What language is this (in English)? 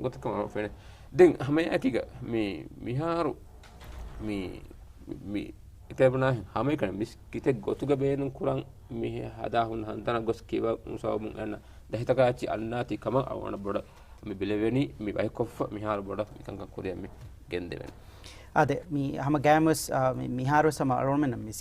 Divehi